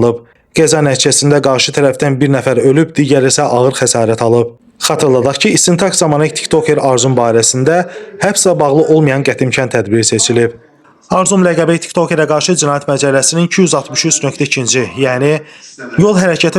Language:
Azerbaijani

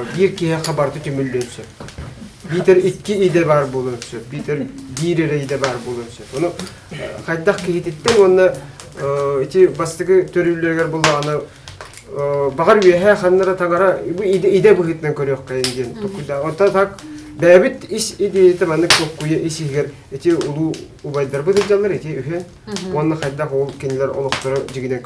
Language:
Yakut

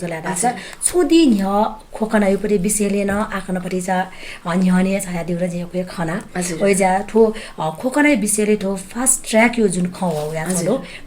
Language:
Newari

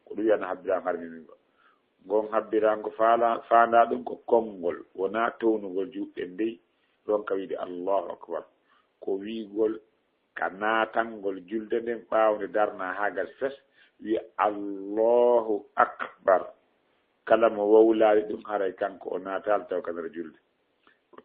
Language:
Fula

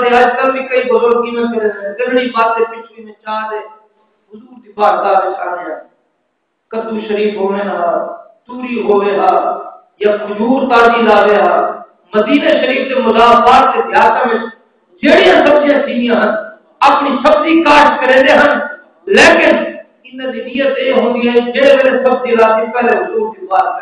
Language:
Saraiki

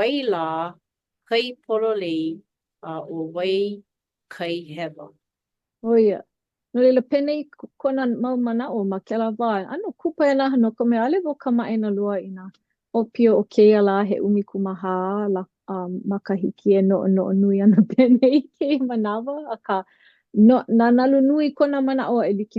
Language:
Hawaiian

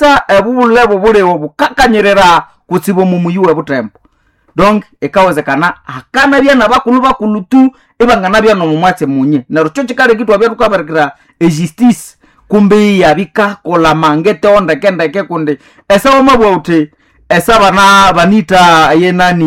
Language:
Nande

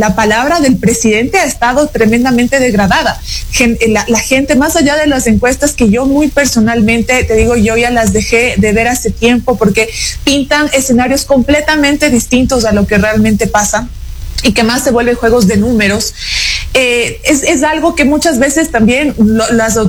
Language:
Spanish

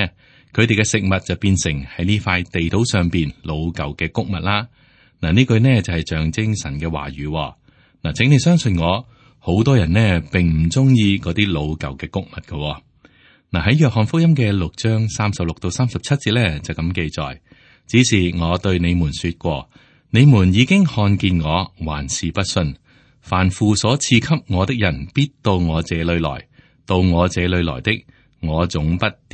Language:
Cantonese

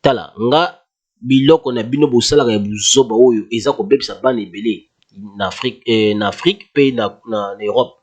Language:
Lingala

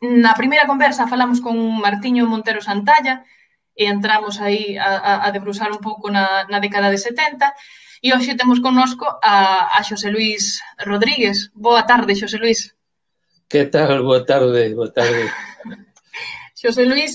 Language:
Galician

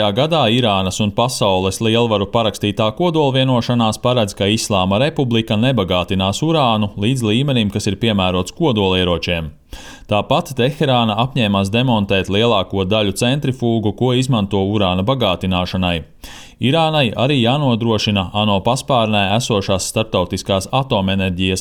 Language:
Latvian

